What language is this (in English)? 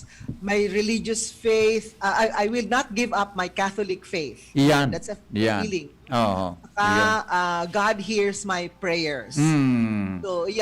Bikol